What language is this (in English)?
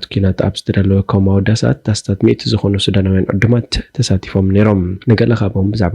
Tigrinya